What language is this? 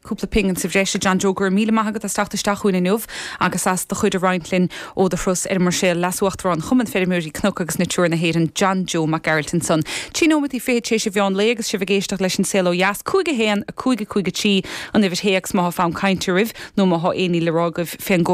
Irish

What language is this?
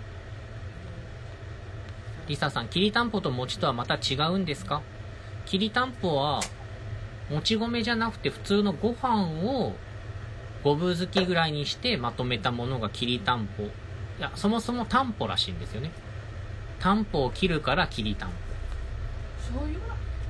Japanese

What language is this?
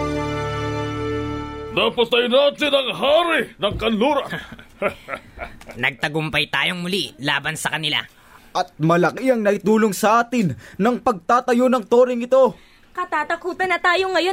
Filipino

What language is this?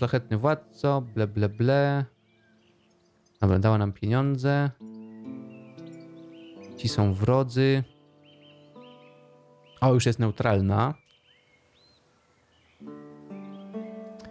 Polish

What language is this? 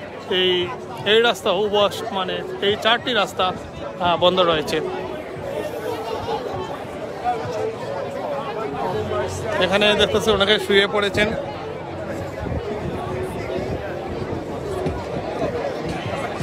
Bangla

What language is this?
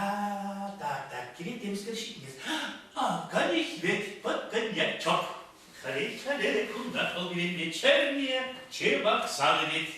Chuvash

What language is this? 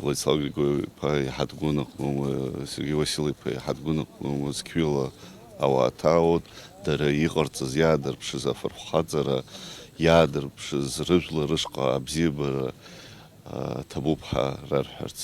Abkhazian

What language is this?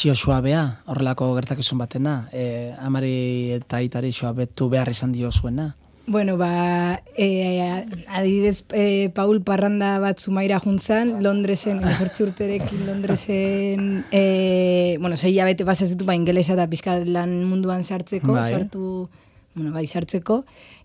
Basque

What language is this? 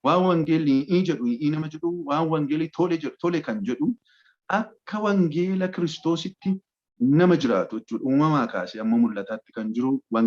Oromo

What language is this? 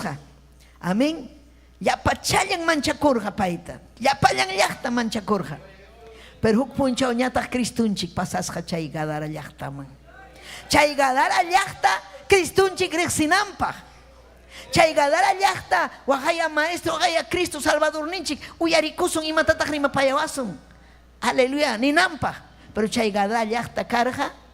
Ayacucho Quechua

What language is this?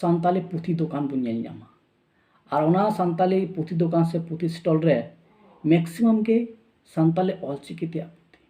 Santali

